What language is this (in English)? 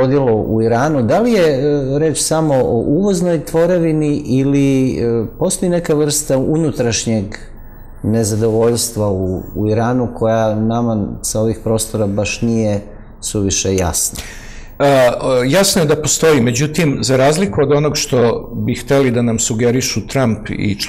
Serbian